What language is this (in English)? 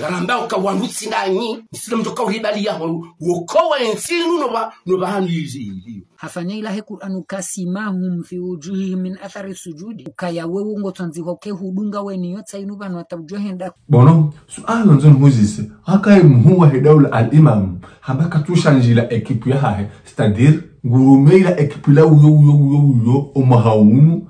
Ngazidja Comorian